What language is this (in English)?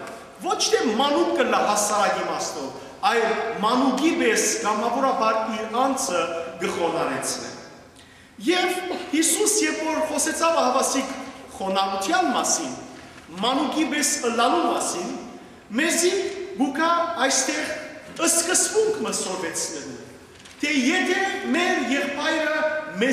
Western Armenian